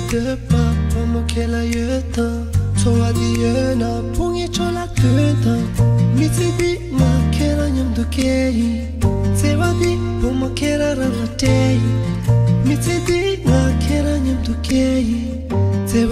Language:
Tibetan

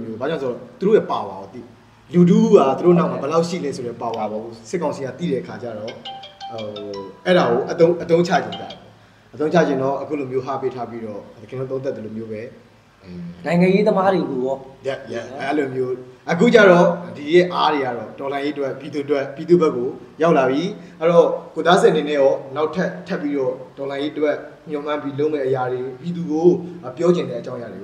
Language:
Burmese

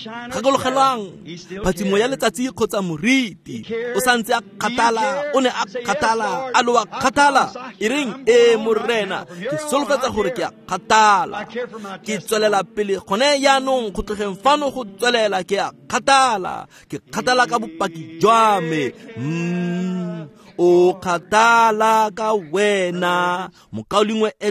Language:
Tswana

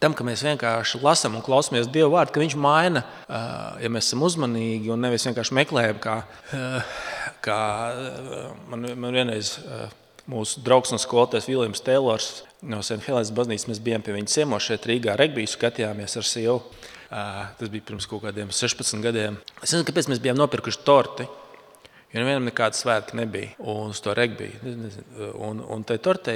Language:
Latvian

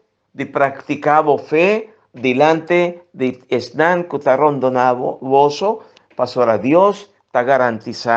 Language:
Papiamento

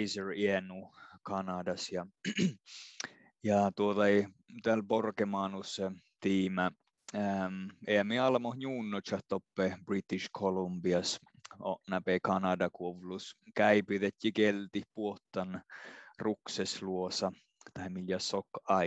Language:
Northern Sami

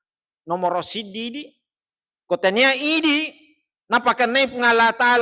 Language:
Buginese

